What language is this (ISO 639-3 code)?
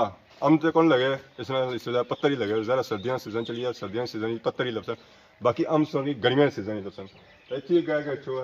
phr